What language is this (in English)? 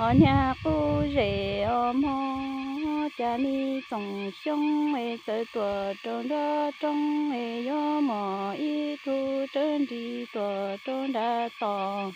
Hmong